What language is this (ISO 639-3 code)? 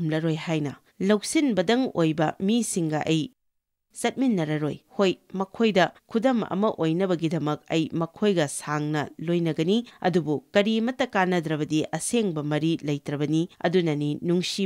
mni